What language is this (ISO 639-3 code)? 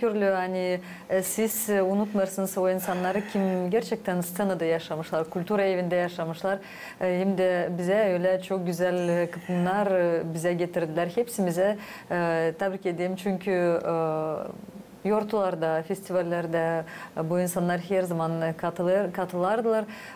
gag